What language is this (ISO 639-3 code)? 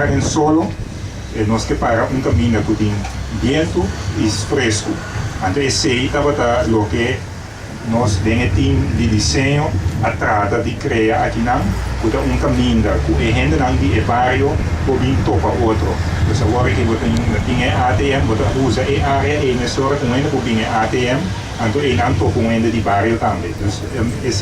pap